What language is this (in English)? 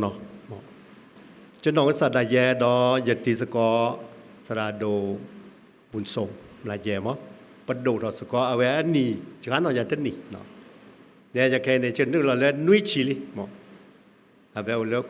S'gaw Karen